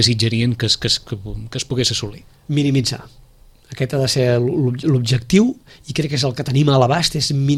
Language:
Catalan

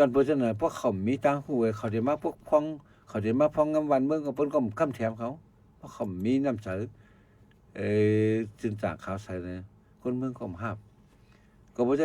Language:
Shan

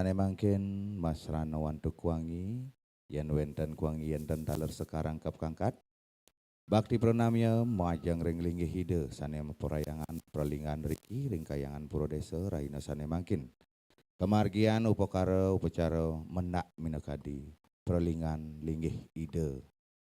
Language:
Balinese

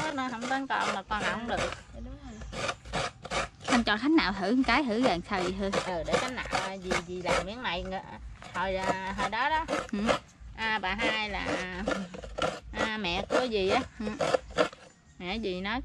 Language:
Vietnamese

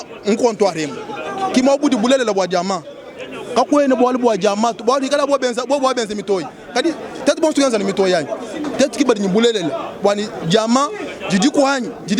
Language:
Luba-Lulua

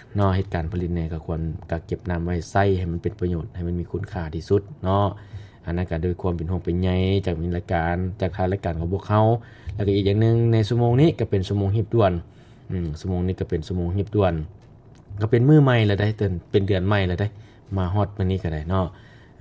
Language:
Lao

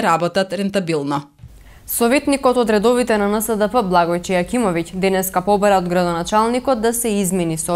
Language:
Macedonian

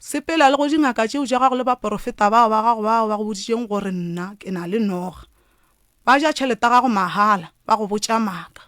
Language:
Northern Sotho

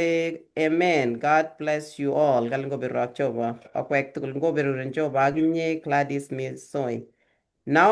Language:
Kalenjin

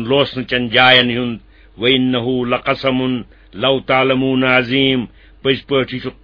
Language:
Kashmiri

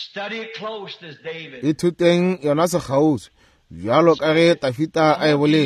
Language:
Northern Sotho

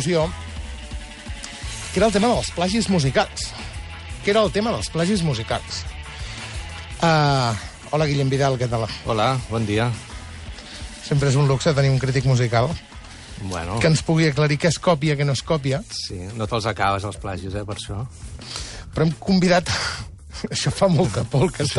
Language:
Catalan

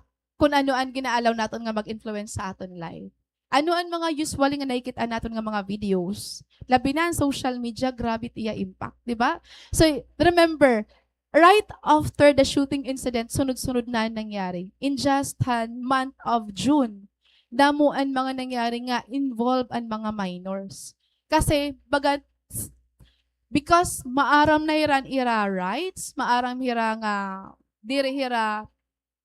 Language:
Waray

